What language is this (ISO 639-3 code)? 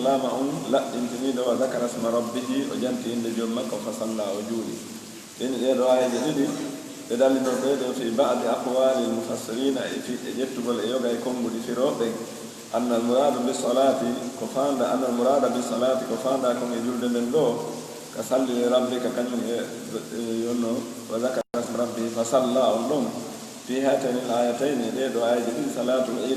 fuf